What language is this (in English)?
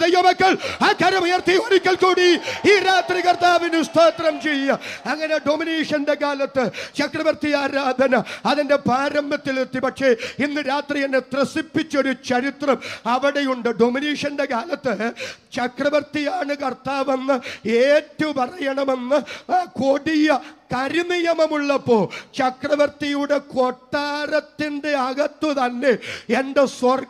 Malayalam